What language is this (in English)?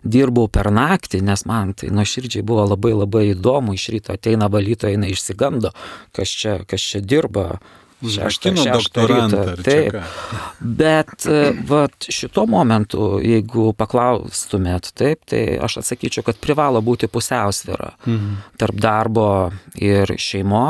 Lithuanian